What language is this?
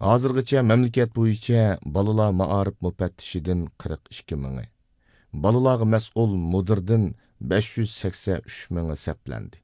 Uyghur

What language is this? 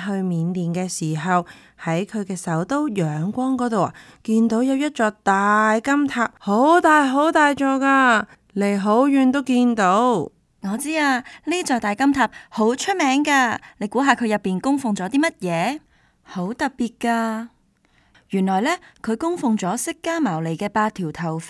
Cantonese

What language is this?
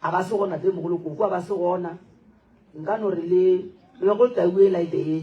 Northern Sotho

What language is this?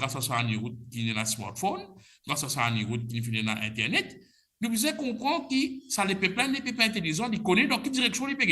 Morisyen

